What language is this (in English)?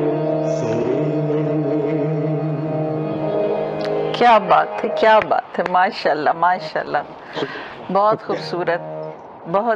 Urdu